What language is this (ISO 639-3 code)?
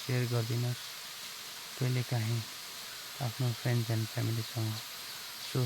nep